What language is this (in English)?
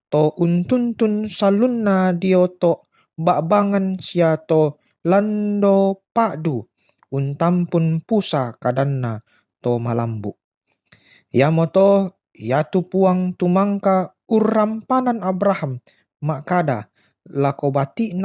Toraja-Sa'dan